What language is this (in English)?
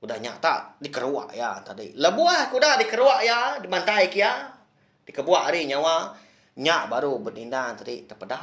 Iban